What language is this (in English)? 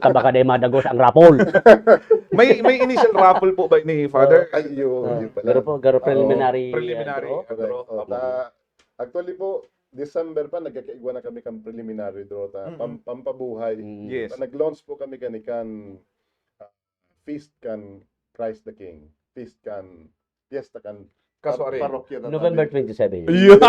Bikol